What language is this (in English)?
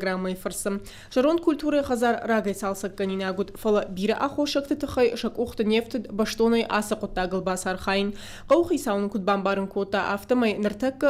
Ossetic